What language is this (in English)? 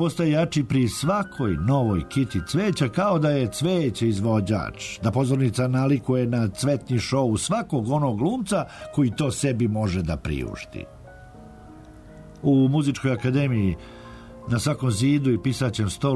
Serbian